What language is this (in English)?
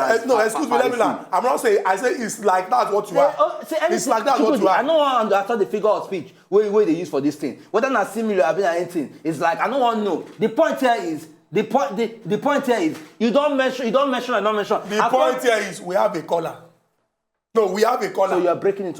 Nigerian Pidgin